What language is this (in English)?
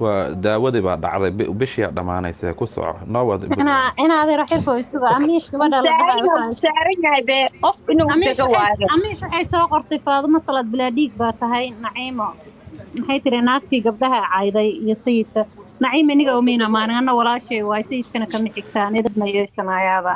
Somali